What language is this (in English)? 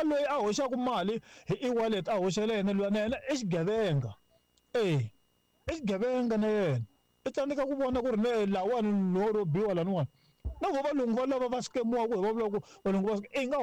Tsonga